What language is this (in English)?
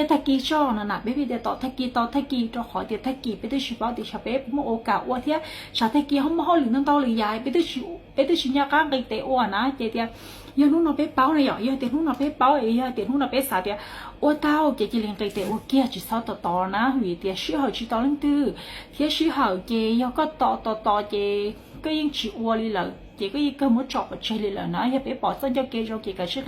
Hmong